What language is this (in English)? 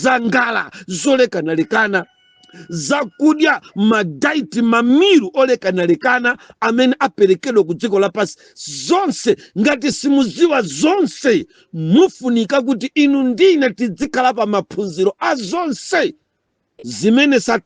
Nyanja